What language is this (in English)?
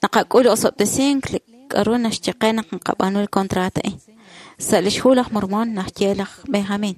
Kekchí